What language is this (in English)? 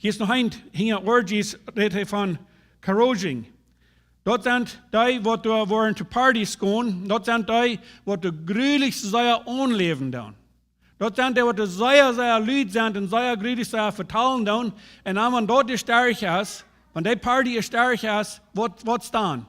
Plautdietsch